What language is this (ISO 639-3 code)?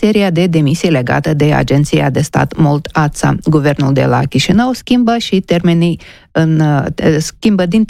ron